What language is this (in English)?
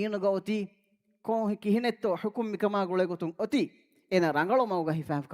Divehi